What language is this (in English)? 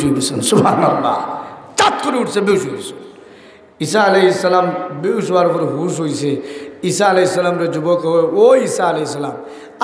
Sylheti